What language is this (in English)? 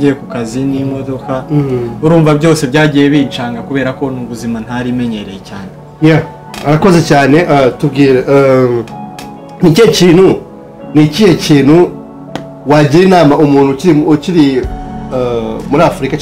Kinyarwanda